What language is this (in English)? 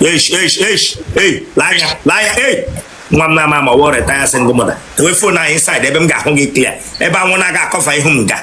Igbo